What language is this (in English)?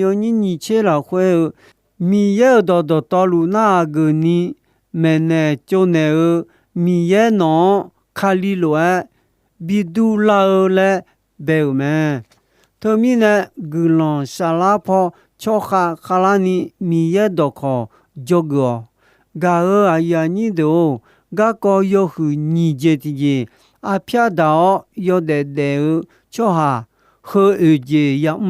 Akha